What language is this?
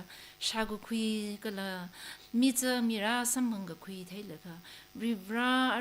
Tangkhul Naga (India)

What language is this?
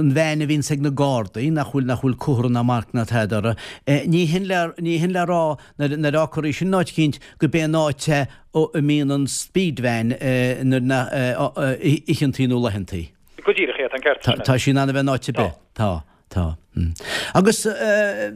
Irish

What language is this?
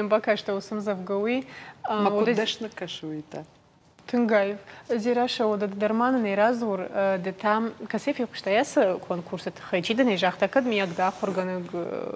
Ossetic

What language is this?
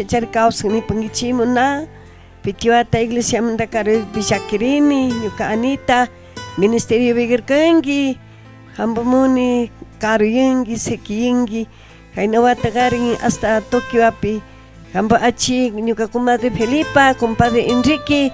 Chimborazo Highland Quichua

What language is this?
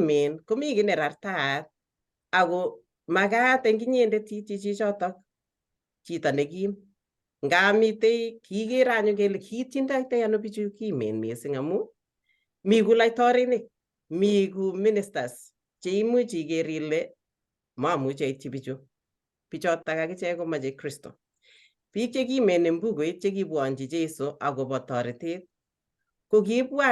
Kalenjin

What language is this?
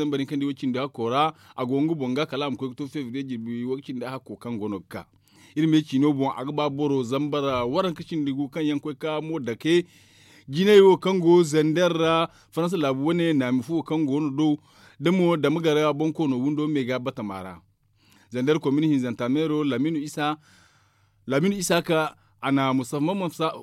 Zarma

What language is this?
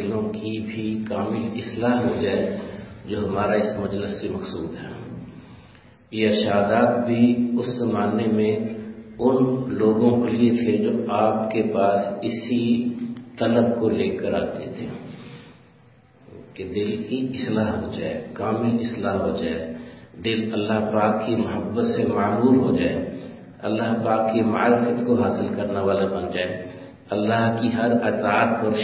Urdu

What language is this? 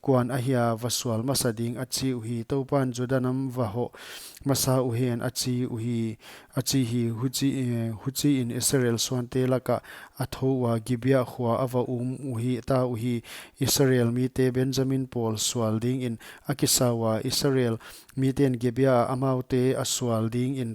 Paite Chin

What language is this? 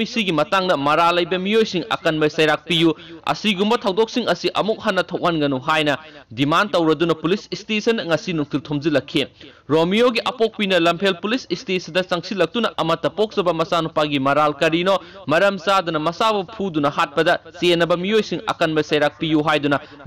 Manipuri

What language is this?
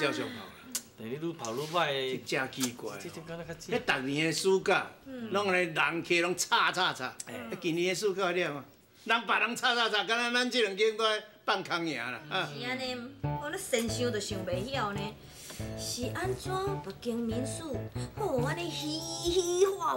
Min Nan Chinese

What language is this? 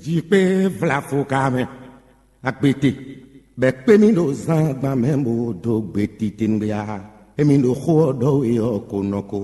Fon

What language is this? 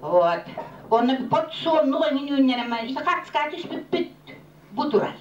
Yakut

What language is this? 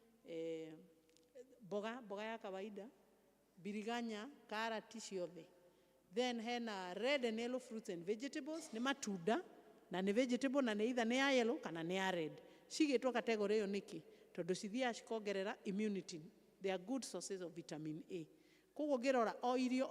Kikuyu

